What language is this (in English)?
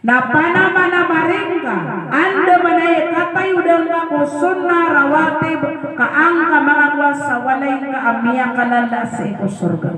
Maranao